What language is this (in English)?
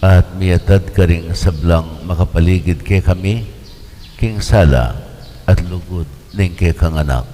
Pampanga